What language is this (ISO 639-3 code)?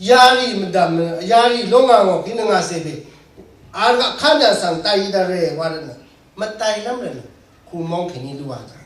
raw